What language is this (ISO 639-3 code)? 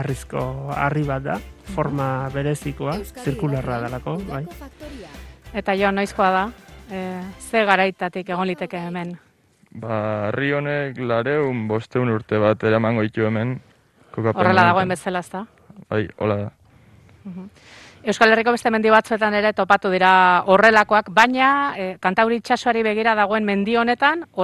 eus